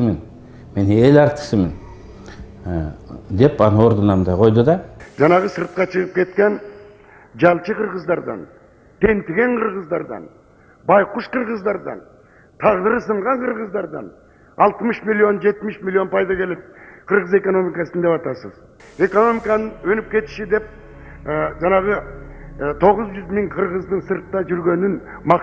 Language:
Kyrgyz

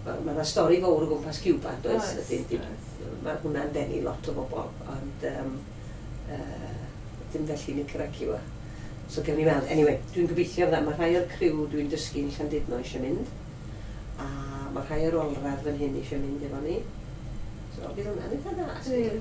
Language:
Welsh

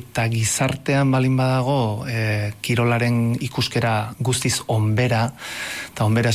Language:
Basque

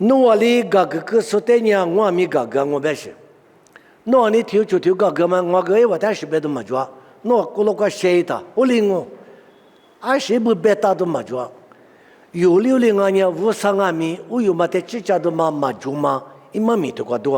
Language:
Lisu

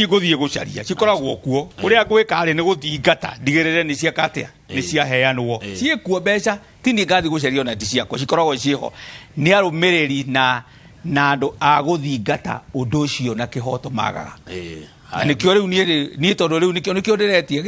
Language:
Kikuyu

